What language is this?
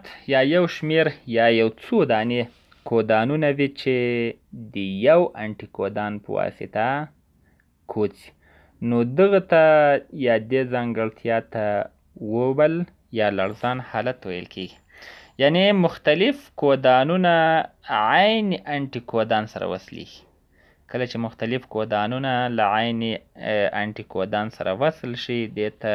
Pashto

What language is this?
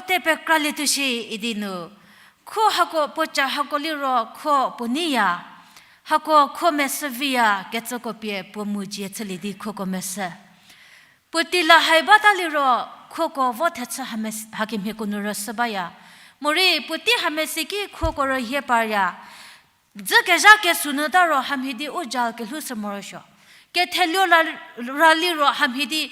Angami Naga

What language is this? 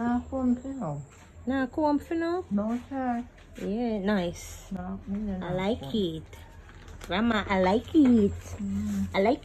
Jamaican Creole English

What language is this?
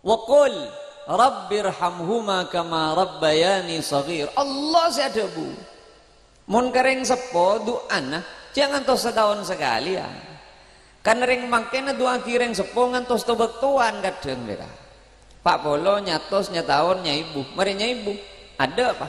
Madurese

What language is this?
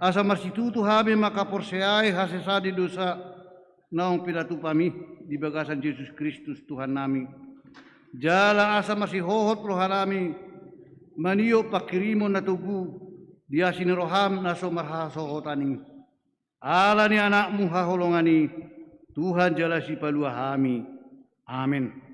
Batak Toba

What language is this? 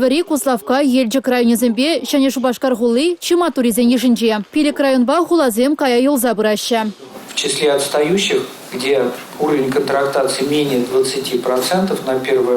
Chuvash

